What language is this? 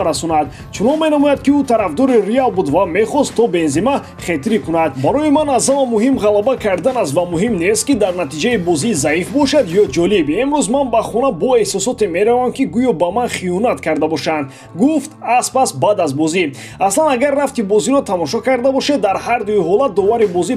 Tajik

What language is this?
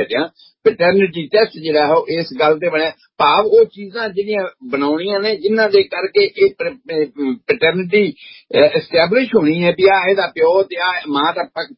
Punjabi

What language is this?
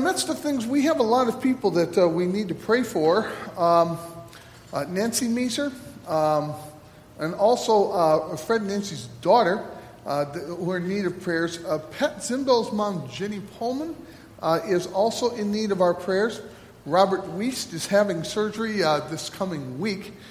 English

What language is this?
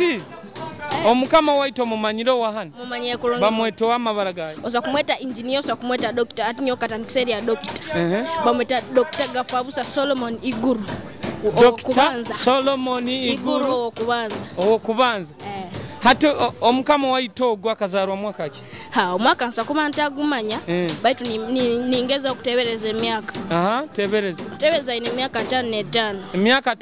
Nyoro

